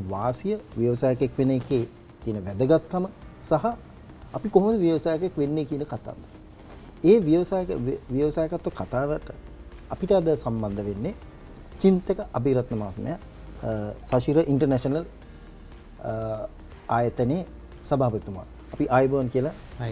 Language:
Sinhala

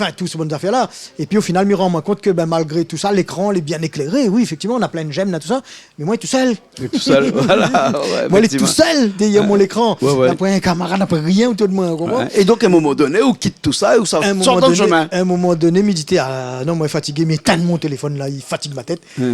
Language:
Réunion Creole French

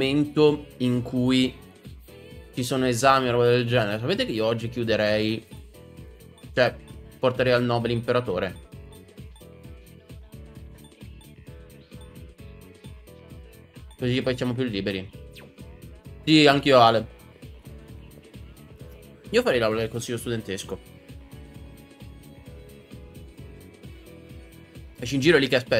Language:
Italian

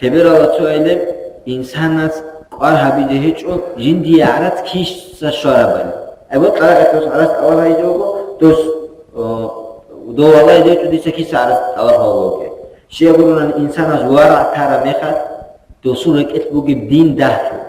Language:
Avaric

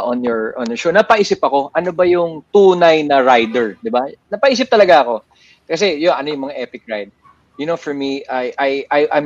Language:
Filipino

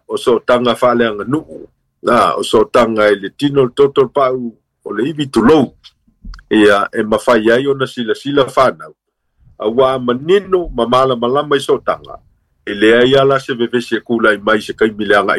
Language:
Samoan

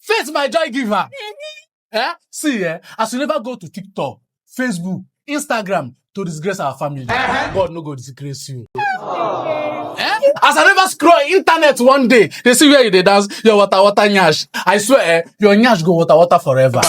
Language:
Nigerian Pidgin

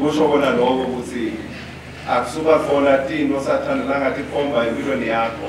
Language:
Swati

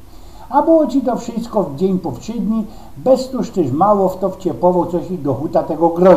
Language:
Silesian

